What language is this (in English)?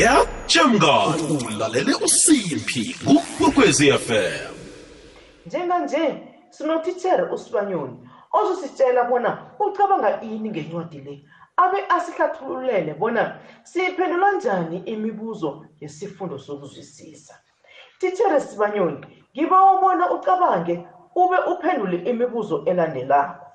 South Ndebele